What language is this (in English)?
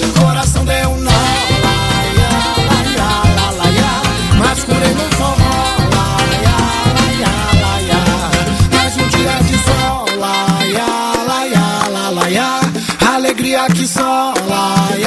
Portuguese